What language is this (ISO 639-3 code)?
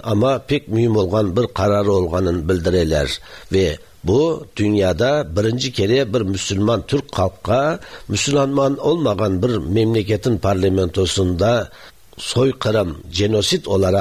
tat